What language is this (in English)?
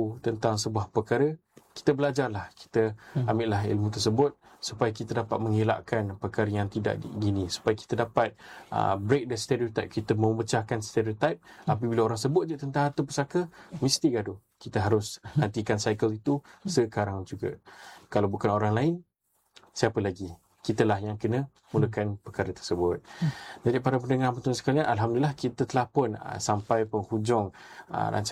Malay